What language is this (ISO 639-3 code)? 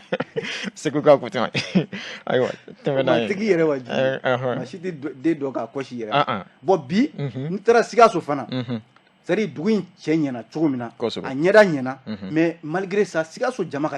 bam